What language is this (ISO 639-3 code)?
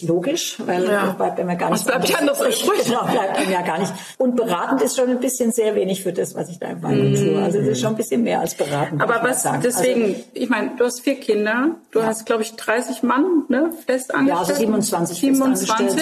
deu